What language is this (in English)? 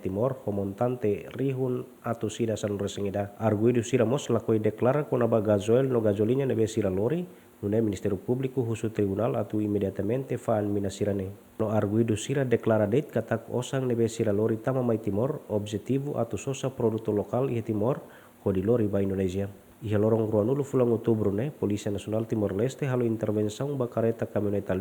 Tetum